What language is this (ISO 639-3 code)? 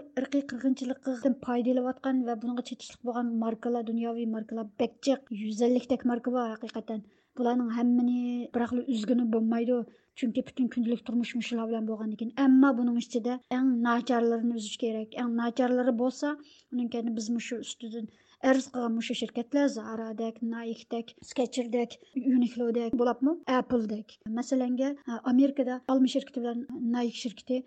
uig